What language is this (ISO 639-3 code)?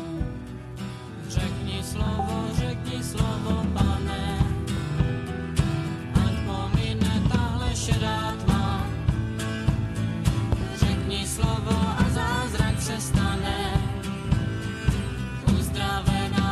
ces